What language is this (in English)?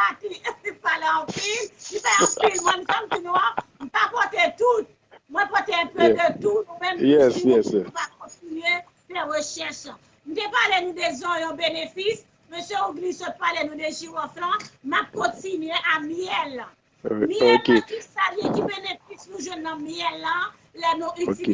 Haitian Creole